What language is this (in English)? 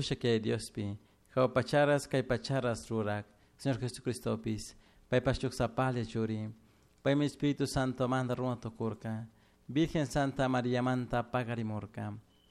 Chimborazo Highland Quichua